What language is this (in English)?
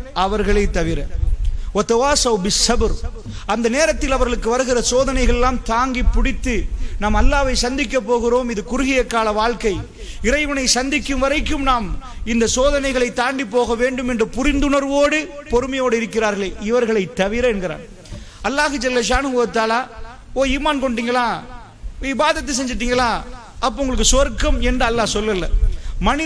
Tamil